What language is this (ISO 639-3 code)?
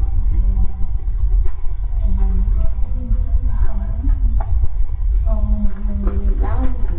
vie